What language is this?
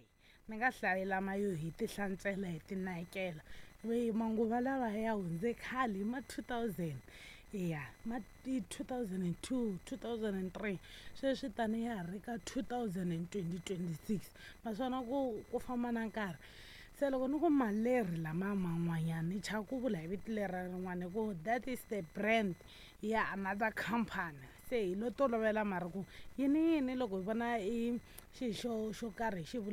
Tsonga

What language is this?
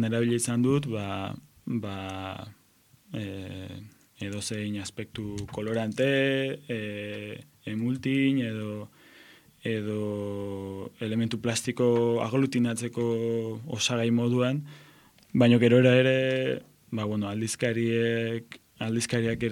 Basque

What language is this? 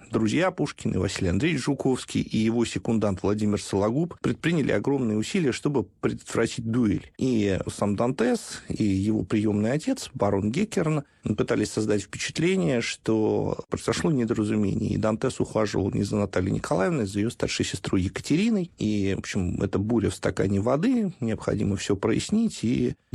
Russian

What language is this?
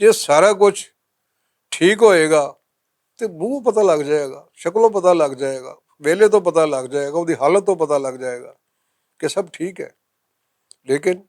Western Panjabi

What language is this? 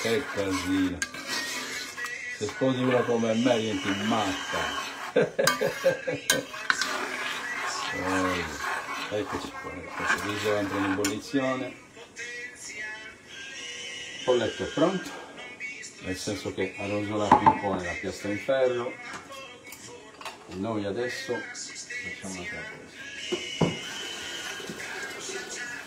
Italian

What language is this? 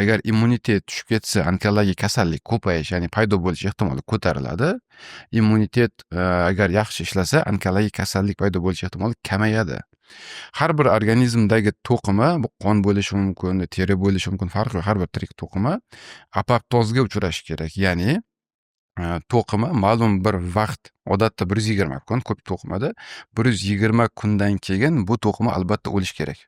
Uzbek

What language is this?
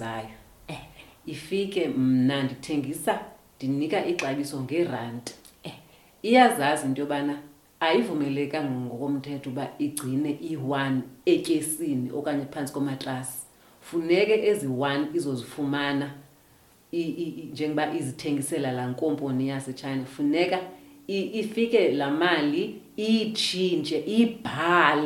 Xhosa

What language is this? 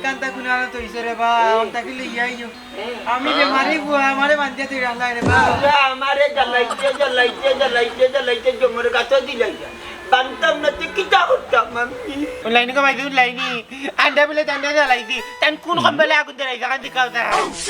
Sylheti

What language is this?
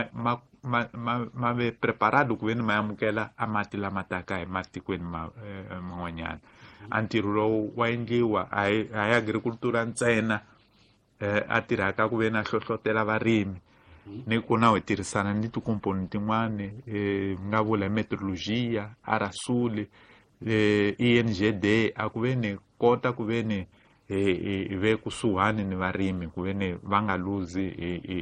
Tsonga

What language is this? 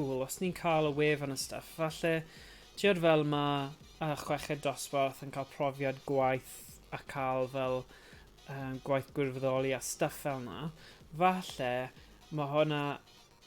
Welsh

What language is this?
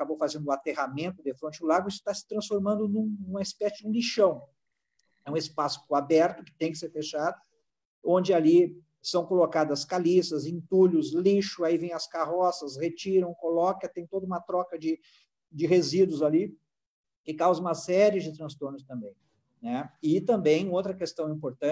Portuguese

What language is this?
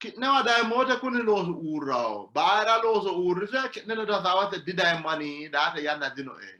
Sidamo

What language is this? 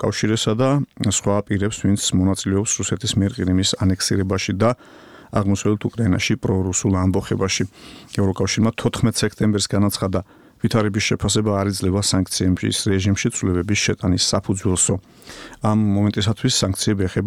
Georgian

